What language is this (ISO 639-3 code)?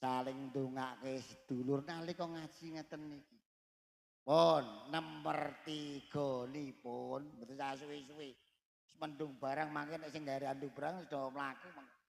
jav